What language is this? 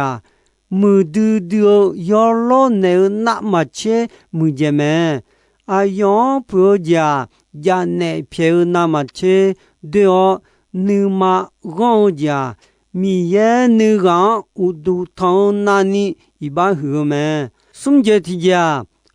Akha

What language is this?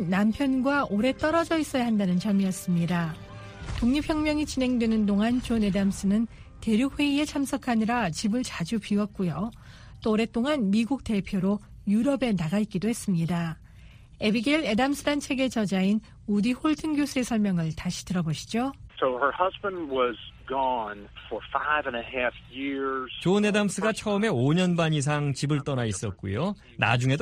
Korean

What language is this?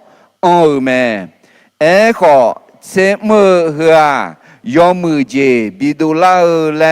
Akha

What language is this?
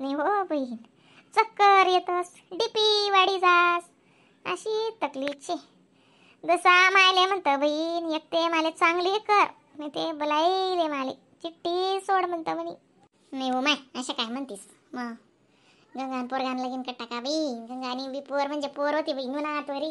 Khandesi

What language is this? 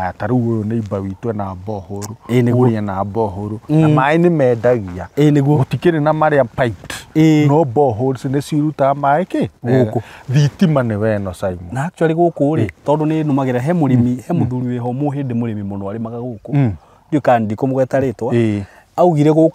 Kikuyu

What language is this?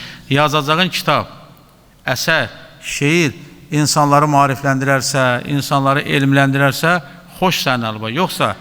Azerbaijani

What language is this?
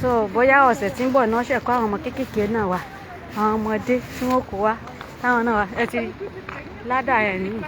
Yoruba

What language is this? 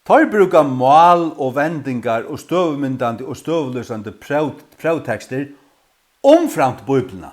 Faroese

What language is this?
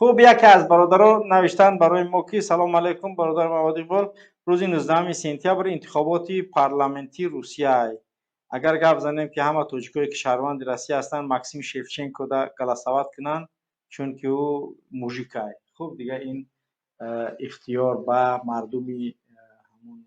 Tajik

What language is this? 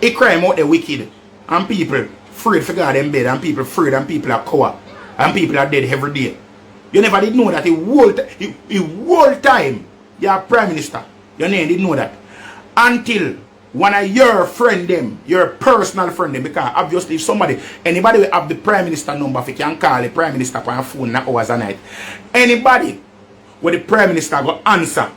Jamaican Creole English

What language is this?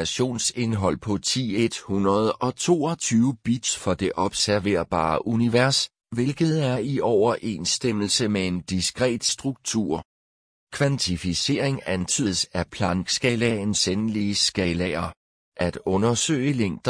Danish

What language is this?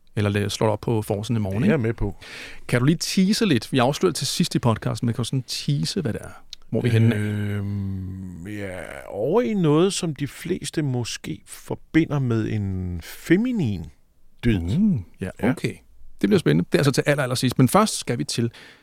Danish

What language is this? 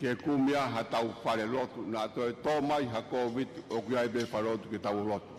Tongan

